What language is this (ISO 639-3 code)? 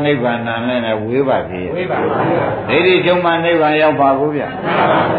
mya